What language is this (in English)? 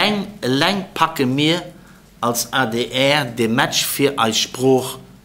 Luxembourgish